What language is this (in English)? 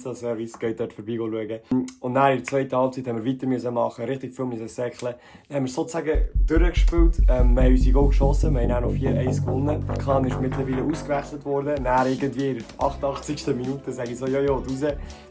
Swiss German